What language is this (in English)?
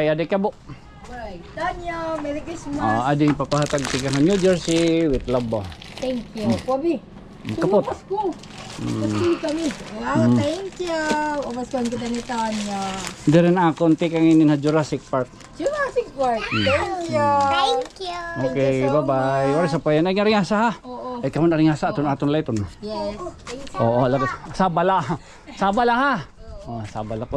Waray